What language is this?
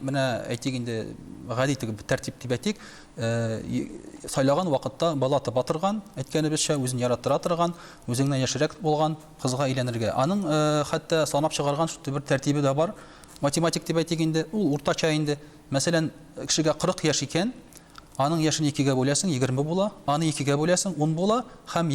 Tatar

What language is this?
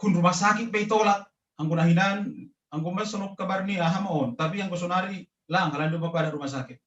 Batak Simalungun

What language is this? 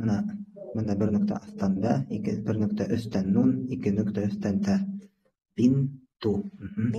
Bashkir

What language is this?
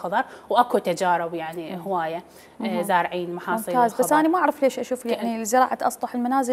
Mesopotamian Arabic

